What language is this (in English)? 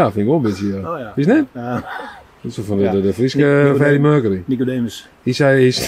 Western Frisian